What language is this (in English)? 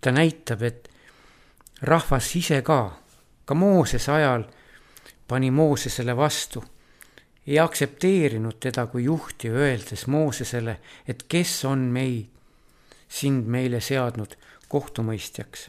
Estonian